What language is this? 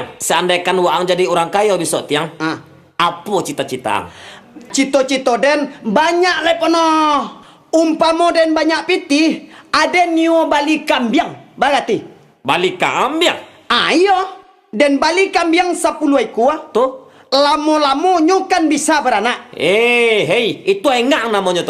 Minangkabau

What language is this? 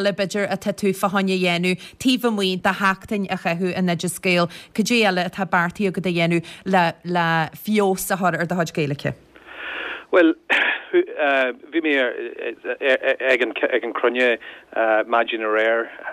Irish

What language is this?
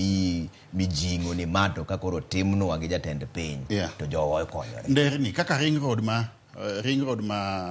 Luo (Kenya and Tanzania)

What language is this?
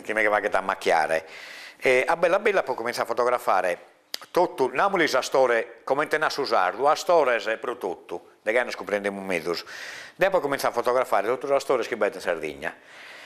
Sardinian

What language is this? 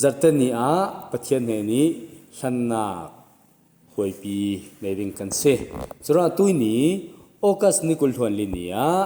Falam Chin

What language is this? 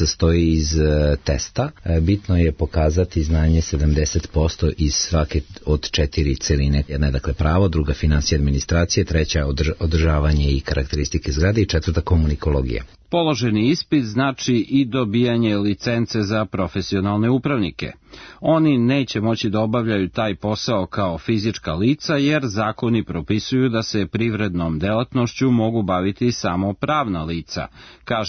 Serbian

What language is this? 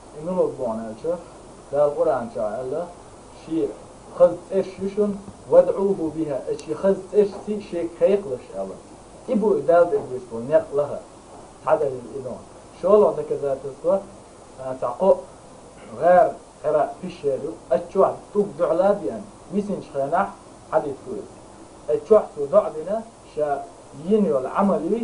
Chechen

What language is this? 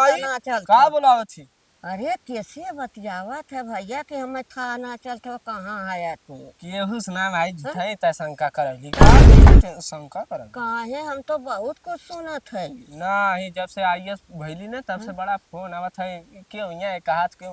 Awadhi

